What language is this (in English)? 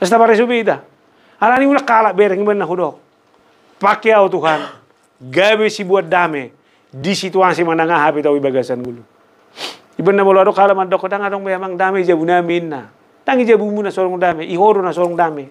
Batak Toba